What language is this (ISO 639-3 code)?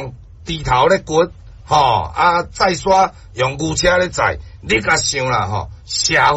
nan